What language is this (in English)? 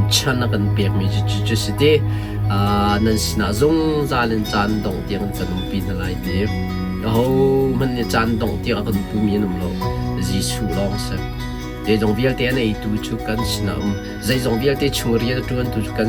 Hakha Chin